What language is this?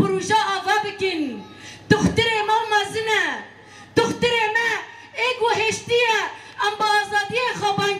Kurdish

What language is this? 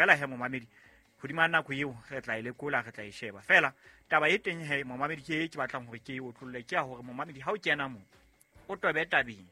Southern Sotho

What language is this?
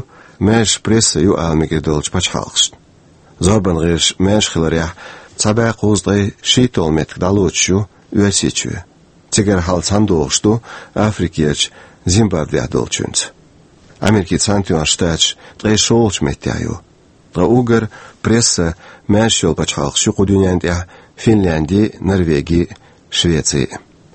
Chechen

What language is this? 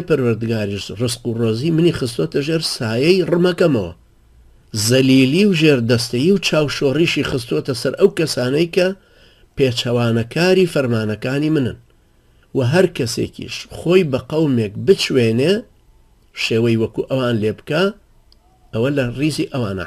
Central Kurdish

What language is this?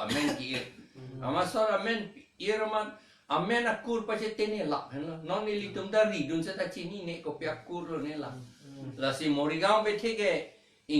Karbi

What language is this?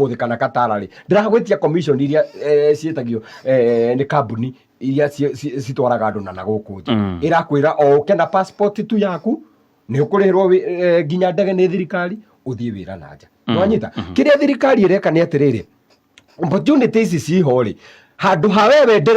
Kikuyu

